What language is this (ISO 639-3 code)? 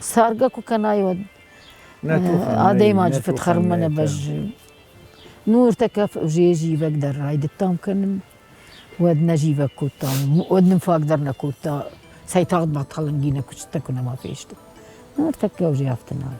oss